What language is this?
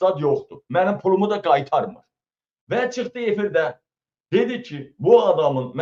Azerbaijani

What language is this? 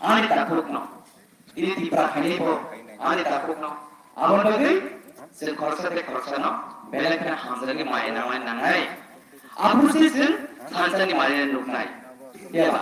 Kok Borok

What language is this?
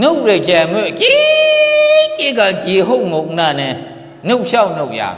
Maru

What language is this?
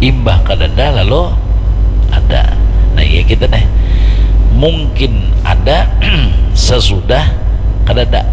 Banjar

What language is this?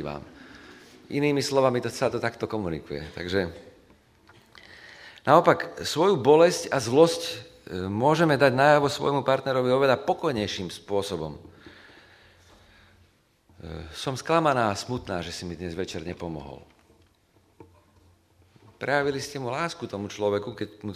Slovak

